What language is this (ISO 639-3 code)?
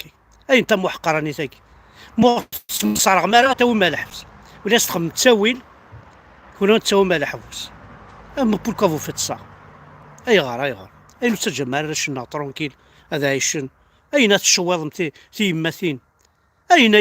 kab